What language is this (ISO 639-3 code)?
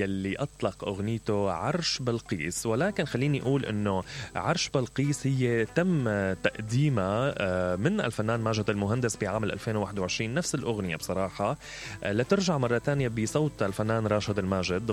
acm